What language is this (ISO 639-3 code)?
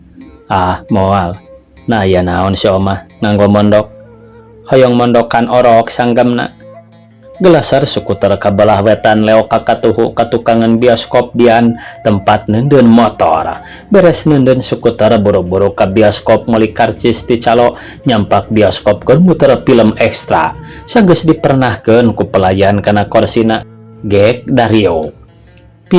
sun